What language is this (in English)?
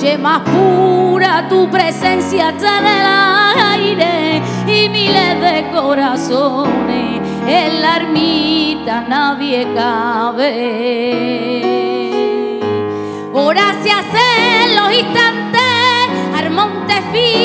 Spanish